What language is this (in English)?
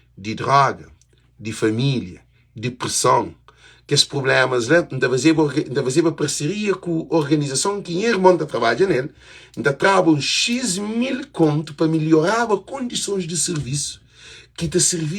Kabuverdianu